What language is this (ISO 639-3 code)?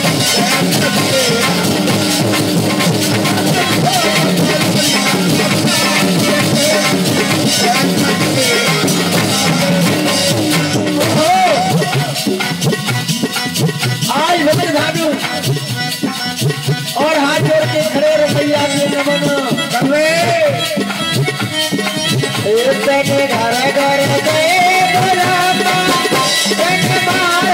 bho